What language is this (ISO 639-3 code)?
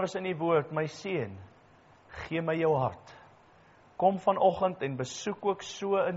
afr